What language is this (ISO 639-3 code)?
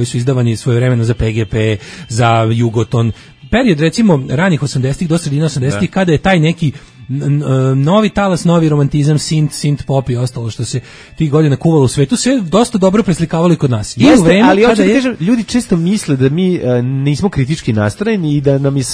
srp